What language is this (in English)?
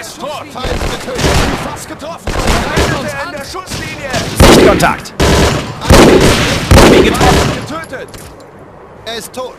Bavarian